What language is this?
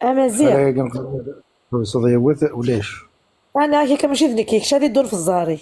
Kabyle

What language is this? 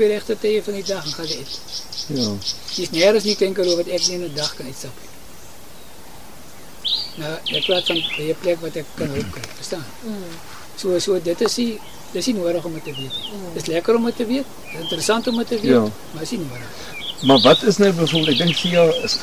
Afrikaans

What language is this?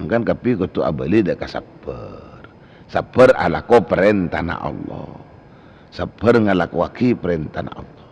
Madurese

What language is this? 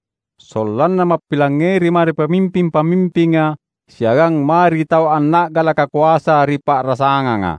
Makasar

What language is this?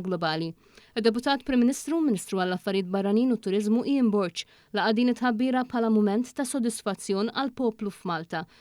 Maltese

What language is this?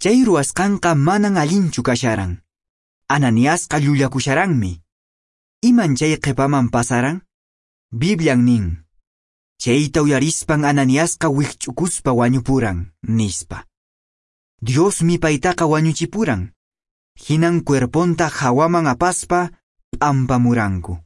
Quechua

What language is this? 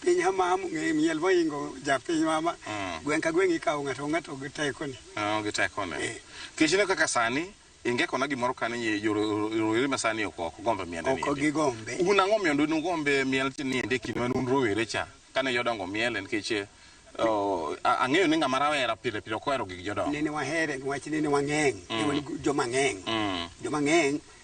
Luo (Kenya and Tanzania)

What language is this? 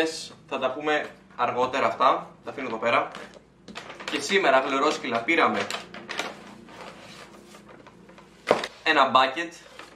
Greek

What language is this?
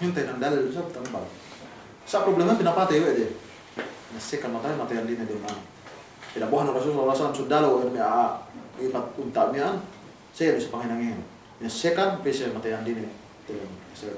Yakan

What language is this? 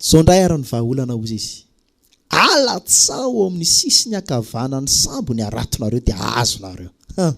Malagasy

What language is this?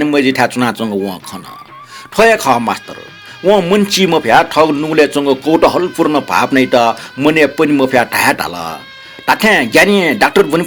Newari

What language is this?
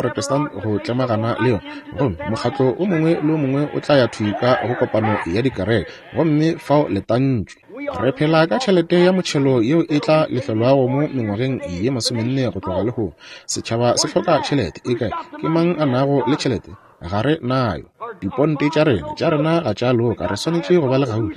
Northern Sotho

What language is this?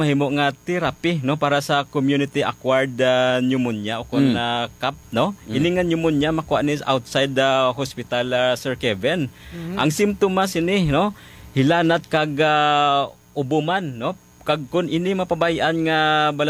Hiligaynon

